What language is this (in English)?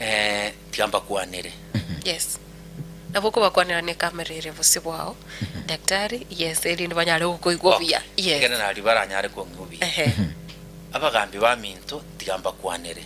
Gusii